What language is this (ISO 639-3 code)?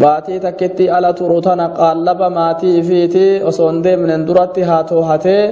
orm